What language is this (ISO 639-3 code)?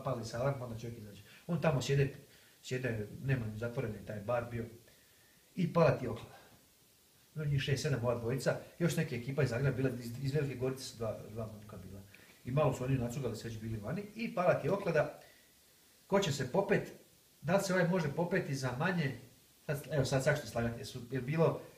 hrv